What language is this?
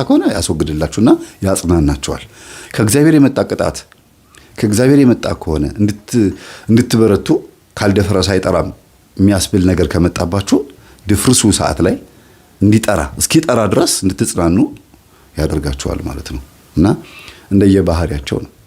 Amharic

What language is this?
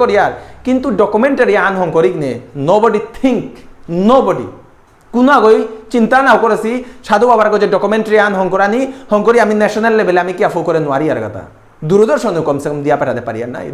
Bishnupriya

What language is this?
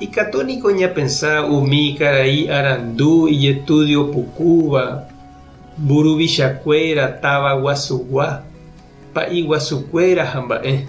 Guarani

